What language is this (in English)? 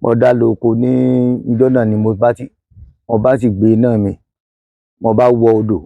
Yoruba